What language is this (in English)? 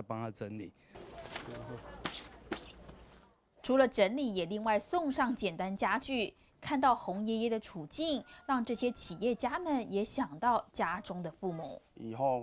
Chinese